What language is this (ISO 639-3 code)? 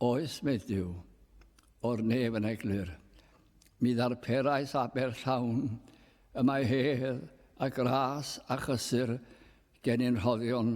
cym